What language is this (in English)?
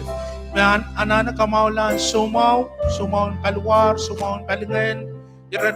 Pohnpeian